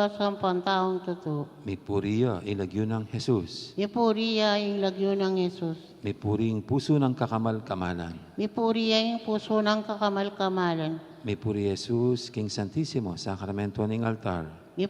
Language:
Pampanga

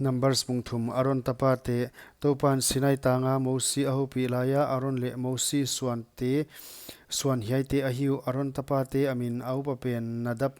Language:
Paite Chin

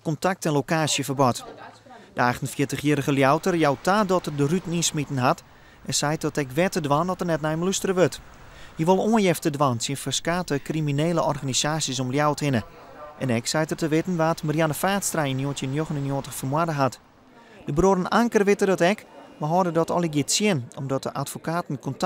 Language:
Western Frisian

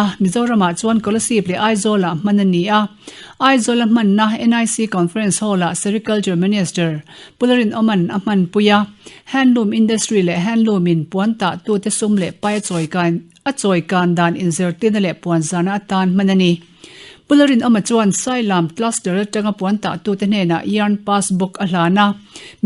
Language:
Mizo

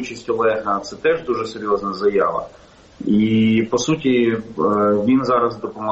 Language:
Ukrainian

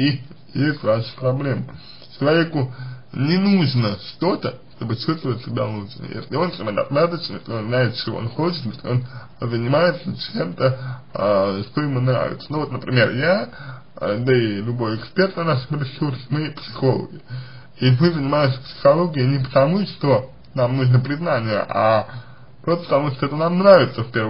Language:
Russian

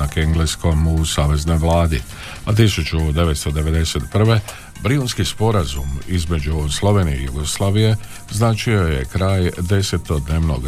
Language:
Croatian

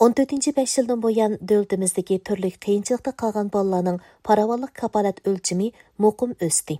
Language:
Uyghur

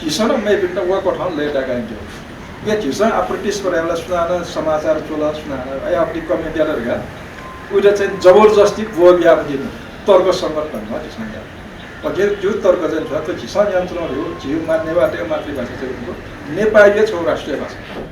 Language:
Newari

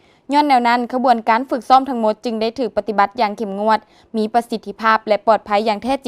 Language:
Lao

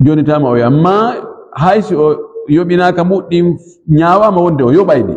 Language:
Fula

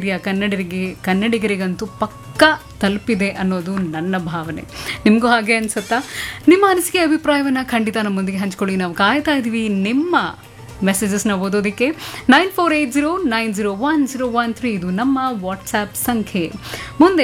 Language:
Kannada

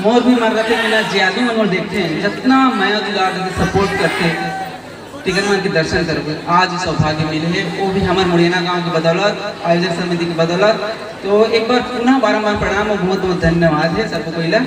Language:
Chhattisgarhi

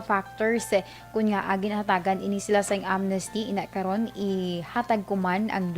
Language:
Hiligaynon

